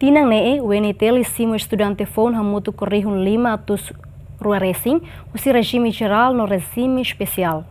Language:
Tetum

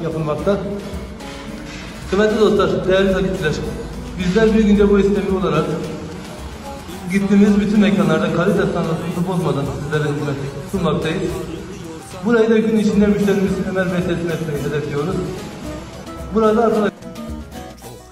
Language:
Turkish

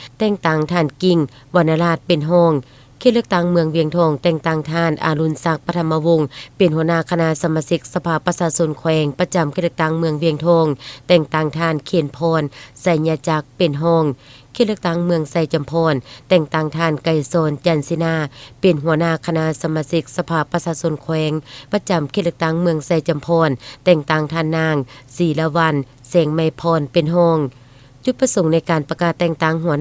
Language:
Lao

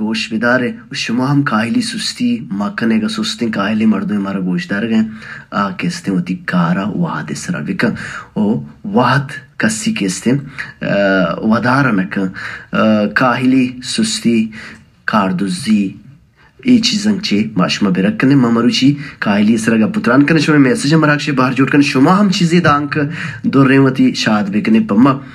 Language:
Baluchi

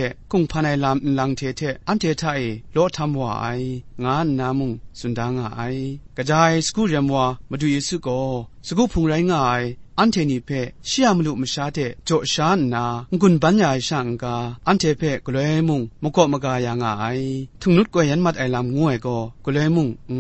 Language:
Kachin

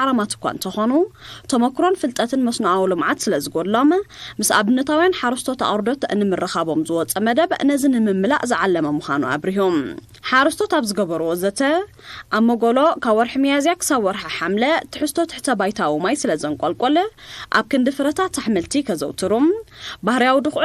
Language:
Tigrinya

